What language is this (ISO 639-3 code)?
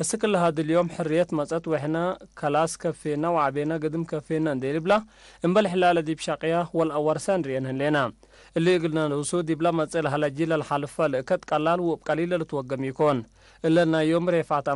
tig